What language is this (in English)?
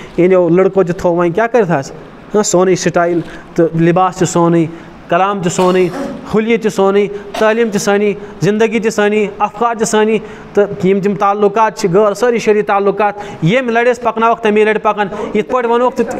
Kashmiri